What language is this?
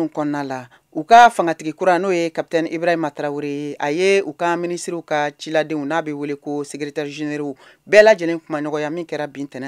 Bambara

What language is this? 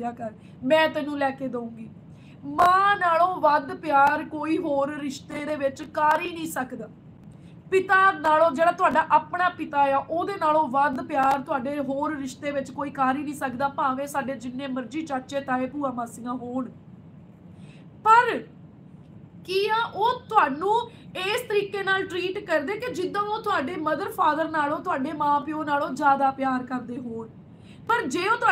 Punjabi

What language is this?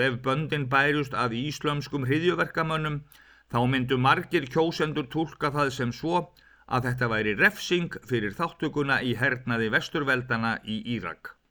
Icelandic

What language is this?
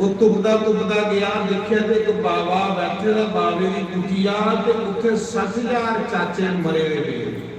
Dogri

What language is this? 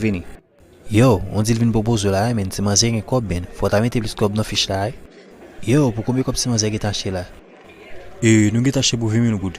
Haitian Creole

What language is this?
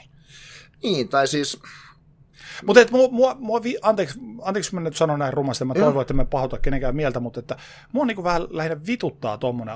Finnish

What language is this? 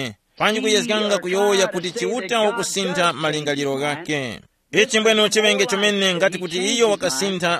Tumbuka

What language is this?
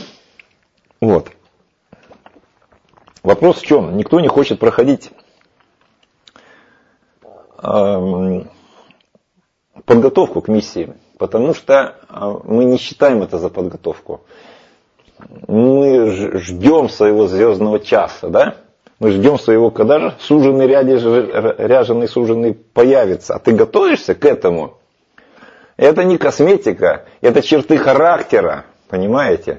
Russian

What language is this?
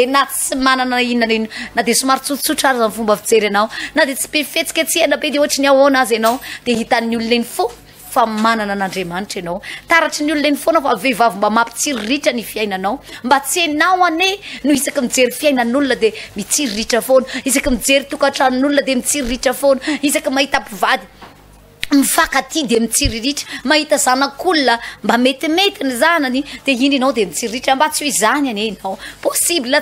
Malagasy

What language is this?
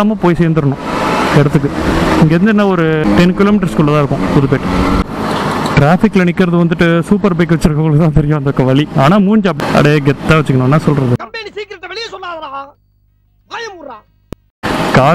Tamil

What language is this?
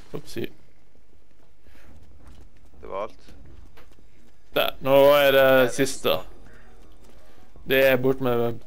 Norwegian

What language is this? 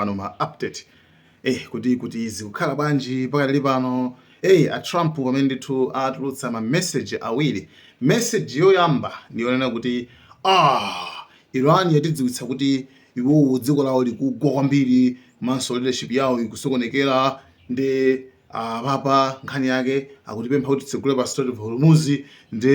Nyanja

